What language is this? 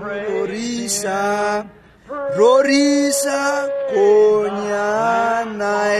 Tswana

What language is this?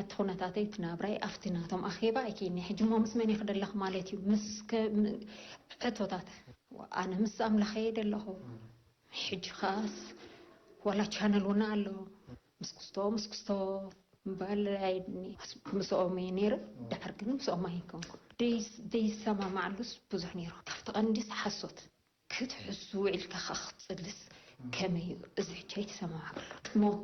Tigrinya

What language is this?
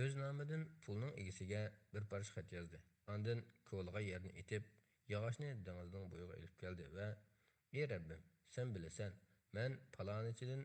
Uyghur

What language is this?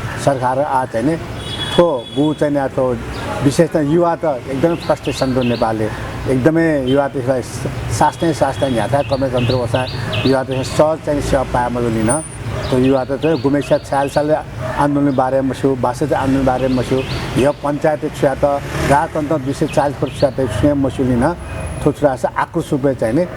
Newari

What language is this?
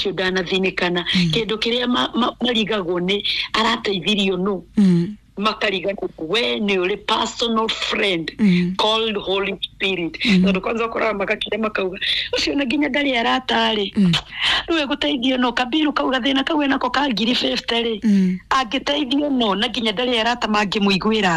Kikuyu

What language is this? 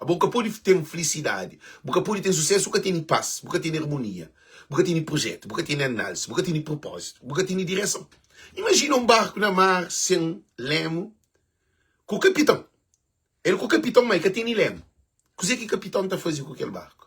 Kabuverdianu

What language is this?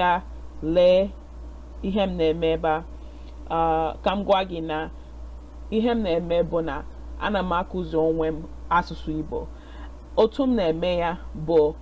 Igbo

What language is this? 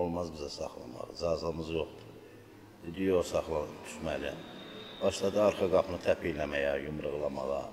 Azerbaijani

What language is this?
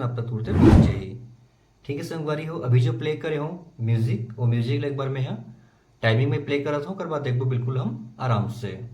Chhattisgarhi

